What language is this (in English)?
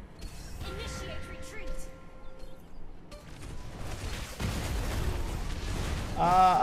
Malay